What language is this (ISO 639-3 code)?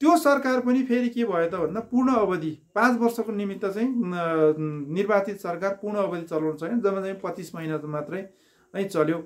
nep